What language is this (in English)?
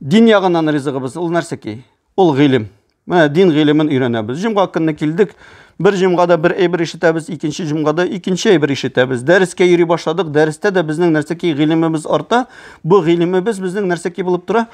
Tatar